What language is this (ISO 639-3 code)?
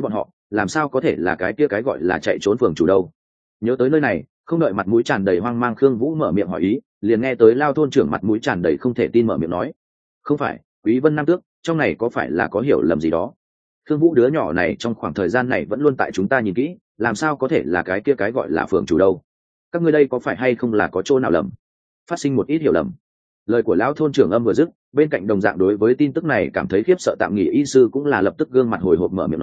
vie